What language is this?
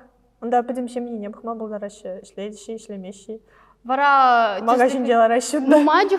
Chuvash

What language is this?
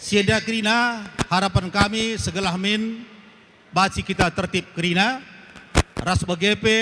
Batak Karo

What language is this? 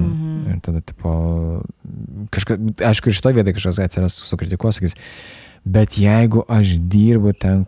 Lithuanian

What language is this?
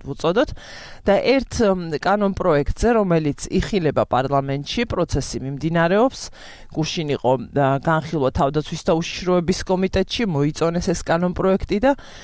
Georgian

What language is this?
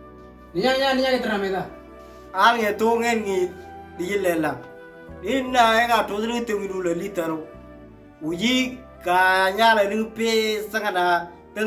Moro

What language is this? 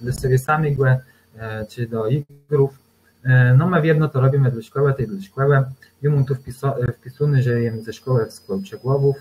Kashubian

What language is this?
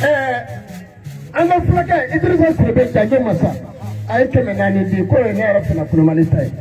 Bambara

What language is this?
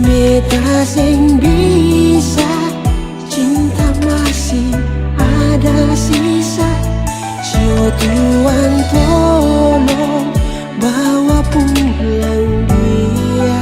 Ambonese Malay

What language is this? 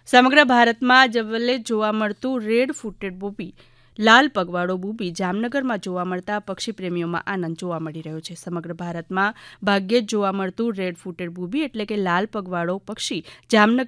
Gujarati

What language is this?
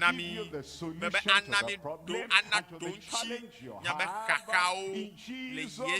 Ewe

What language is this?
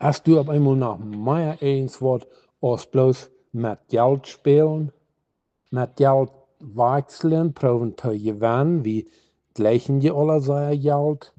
Plautdietsch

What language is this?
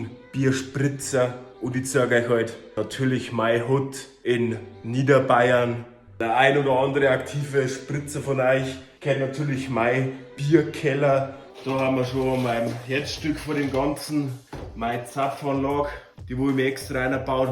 Bavarian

